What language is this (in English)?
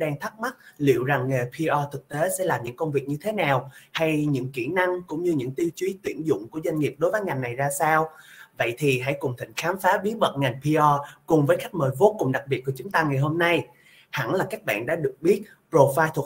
Vietnamese